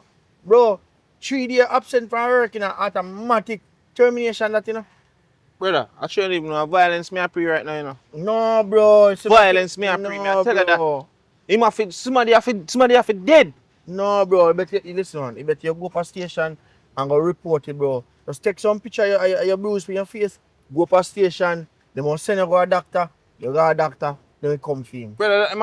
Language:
Jamaican Creole English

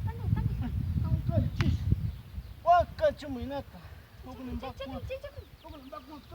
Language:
Ayacucho Quechua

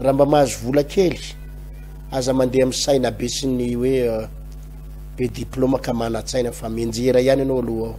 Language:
Malagasy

